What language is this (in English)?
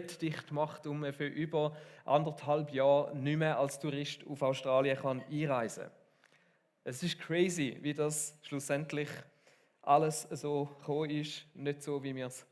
Swiss German